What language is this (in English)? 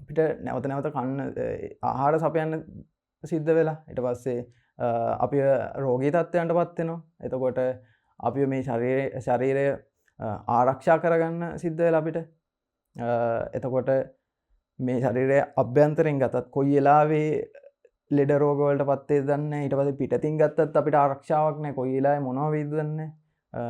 Sinhala